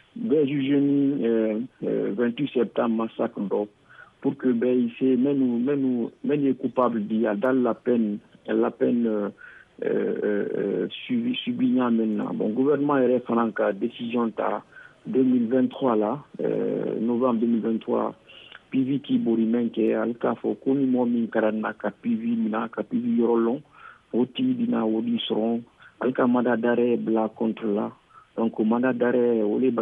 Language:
Bambara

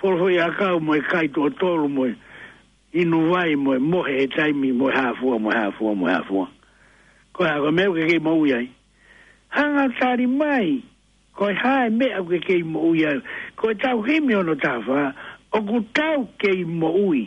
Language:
Tongan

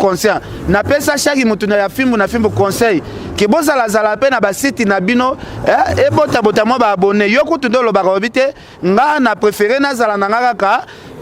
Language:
Lingala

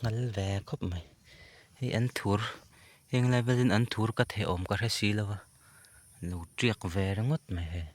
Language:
Mizo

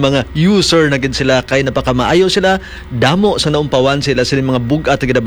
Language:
Hiligaynon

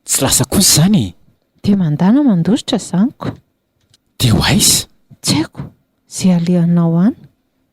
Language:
Malagasy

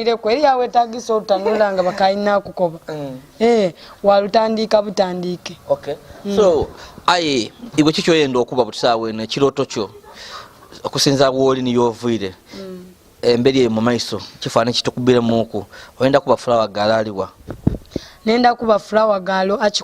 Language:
Soga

